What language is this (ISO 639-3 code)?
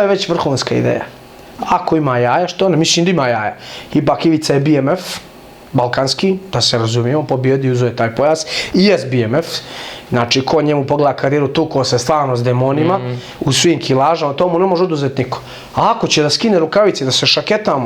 bos